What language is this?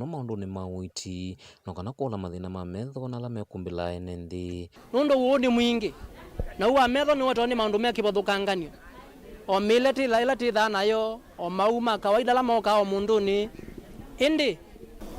Kamba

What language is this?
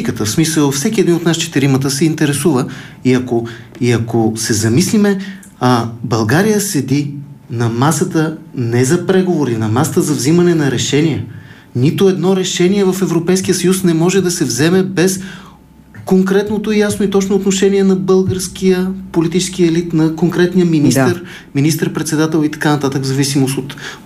Bulgarian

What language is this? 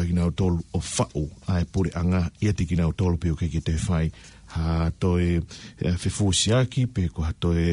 Tongan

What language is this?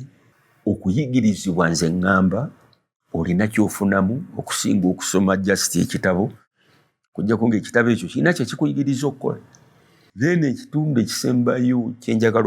Ganda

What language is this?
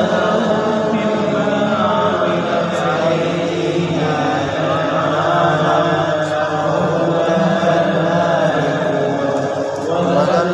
Arabic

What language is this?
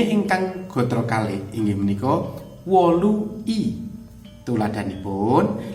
Javanese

